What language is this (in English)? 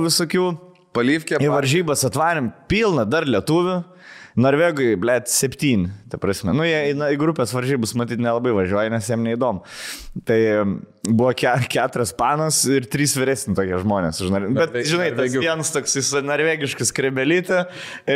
Lithuanian